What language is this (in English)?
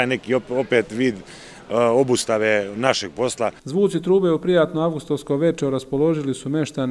Serbian